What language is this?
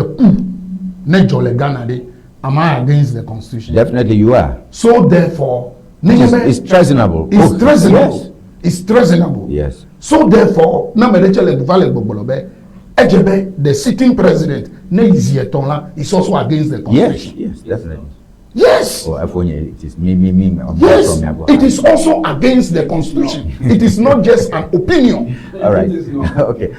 Ewe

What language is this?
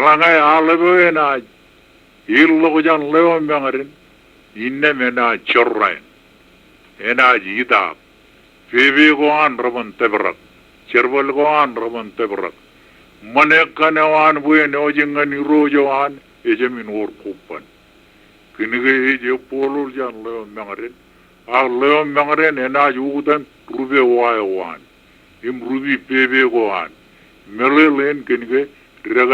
Marshallese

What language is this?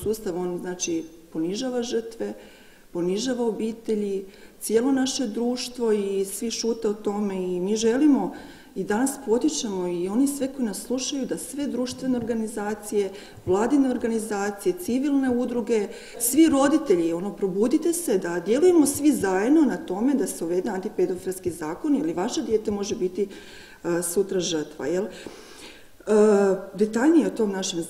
Croatian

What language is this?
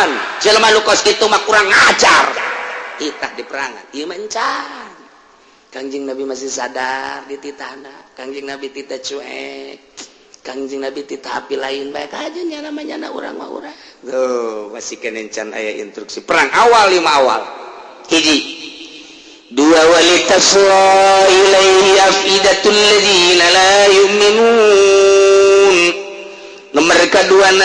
Sundanese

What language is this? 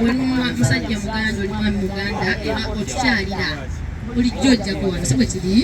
Soga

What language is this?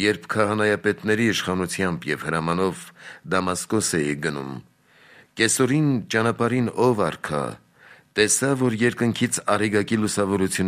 Armenian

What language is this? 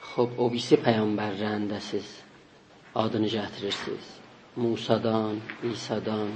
South Azerbaijani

